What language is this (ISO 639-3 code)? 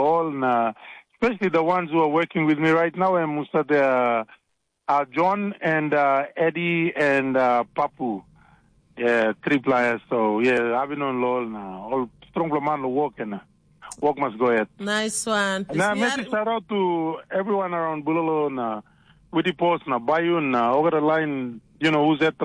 tpi